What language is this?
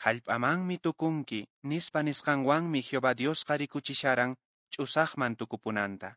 Quechua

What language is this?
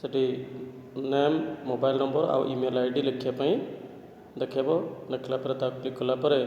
Odia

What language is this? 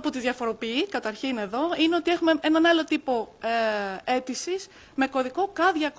Greek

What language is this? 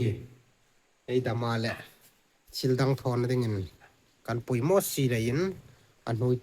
Hmar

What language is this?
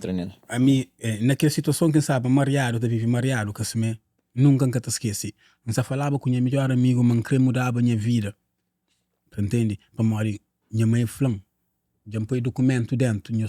Kabuverdianu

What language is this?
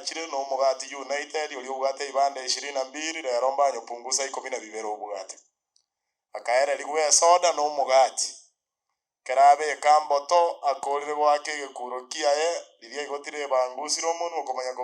Gusii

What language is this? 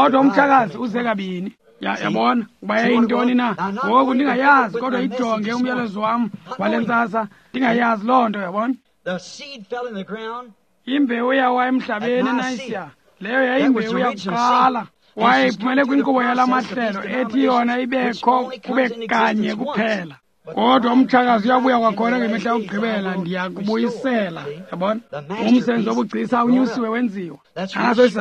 Xhosa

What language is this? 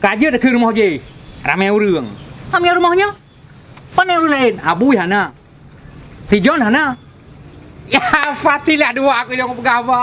Achinese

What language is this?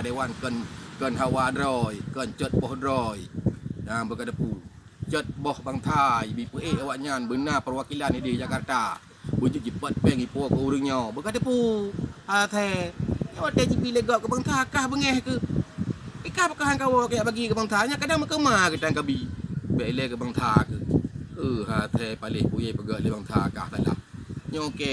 Achinese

